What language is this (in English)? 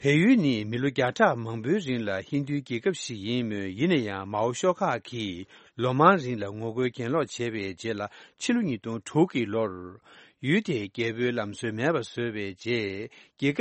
Tibetan